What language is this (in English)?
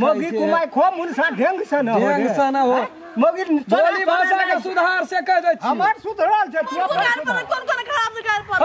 Maithili